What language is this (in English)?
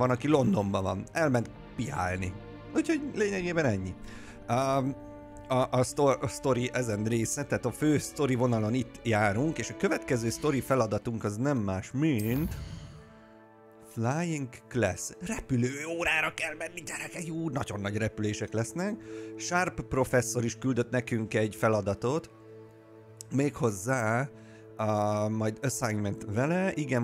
Hungarian